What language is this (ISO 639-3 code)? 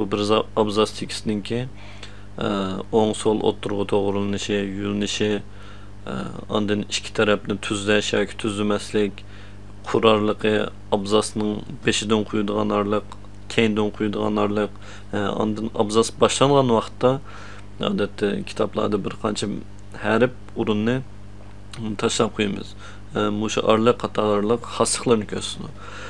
uig